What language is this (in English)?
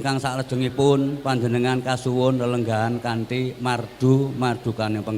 Javanese